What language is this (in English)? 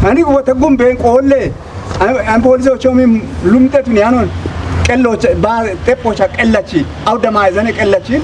Kafa